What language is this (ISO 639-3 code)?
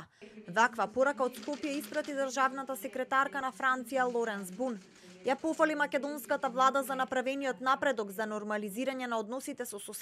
mkd